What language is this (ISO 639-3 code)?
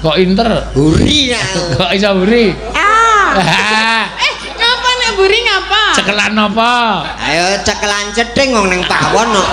jav